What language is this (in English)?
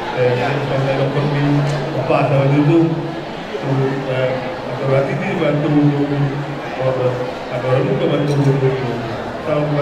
Batak Toba